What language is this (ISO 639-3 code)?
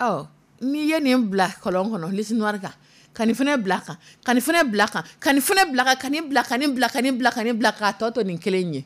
dyu